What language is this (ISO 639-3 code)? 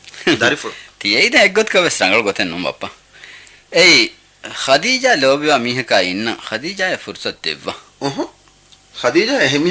div